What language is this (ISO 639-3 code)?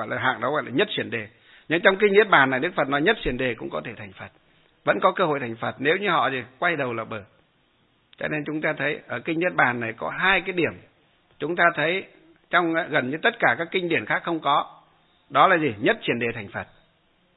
vie